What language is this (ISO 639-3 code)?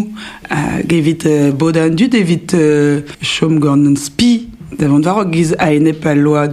bre